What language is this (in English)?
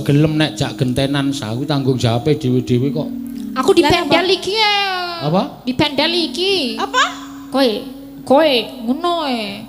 Javanese